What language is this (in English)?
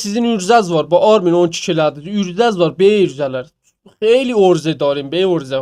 South Azerbaijani